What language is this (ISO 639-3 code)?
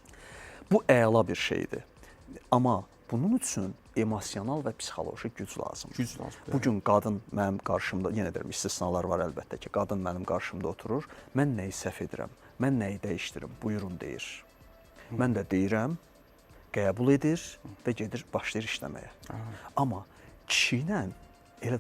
aze